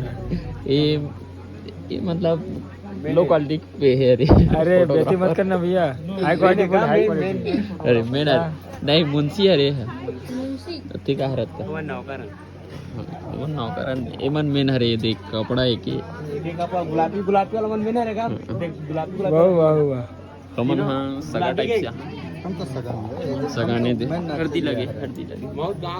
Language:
Chhattisgarhi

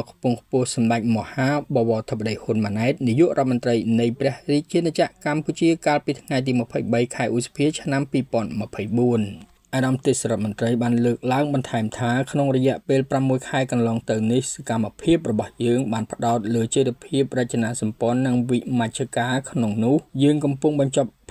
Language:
Khmer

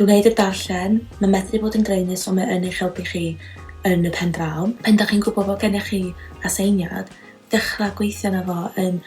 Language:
Welsh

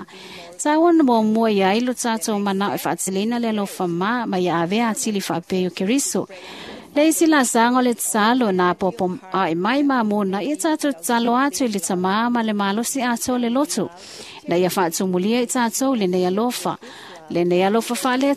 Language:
Samoan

